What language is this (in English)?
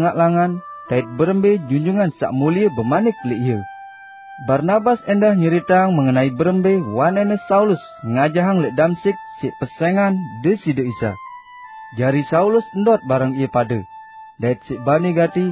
Sasak